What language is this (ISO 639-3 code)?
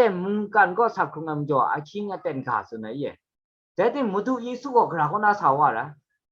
kac